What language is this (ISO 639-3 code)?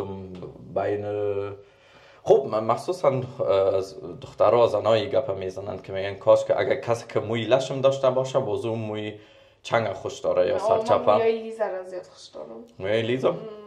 fas